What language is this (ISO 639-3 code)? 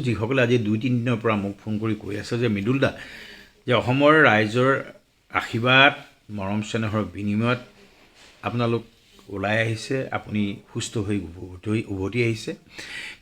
asm